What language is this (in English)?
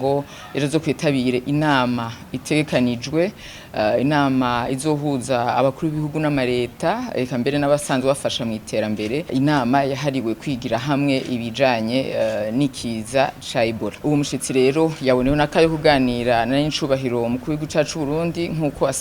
Rundi